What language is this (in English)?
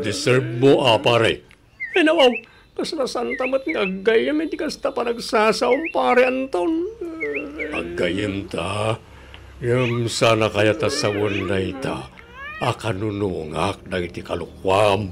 Iloko